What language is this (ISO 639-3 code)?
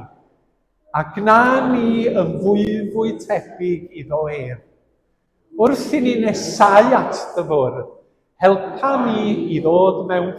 cym